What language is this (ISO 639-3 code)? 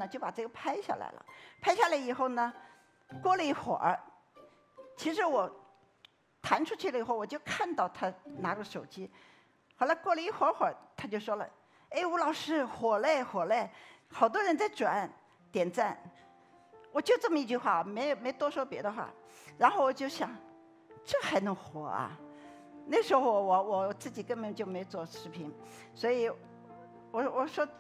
zho